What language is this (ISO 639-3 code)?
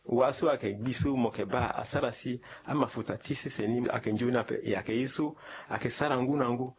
sag